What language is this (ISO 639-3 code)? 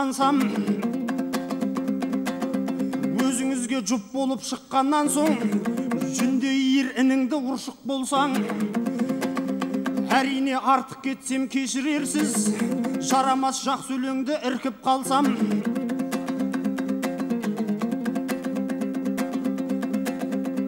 kaz